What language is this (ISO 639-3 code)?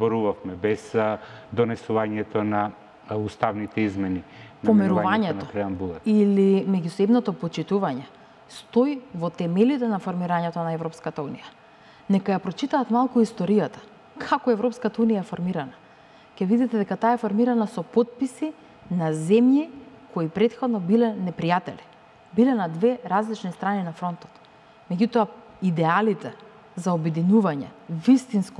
mkd